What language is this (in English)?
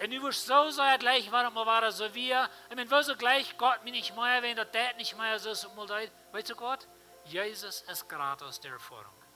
Plautdietsch